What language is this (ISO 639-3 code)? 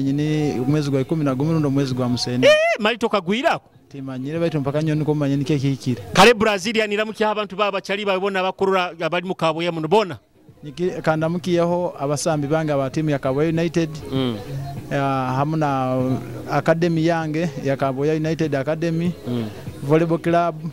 nyo